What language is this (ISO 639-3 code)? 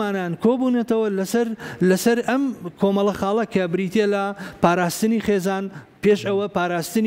ckb